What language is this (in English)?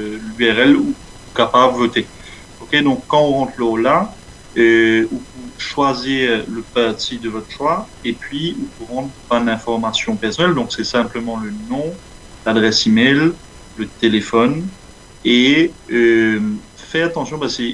Morisyen